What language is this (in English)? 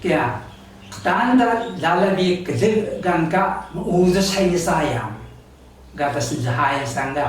Taroko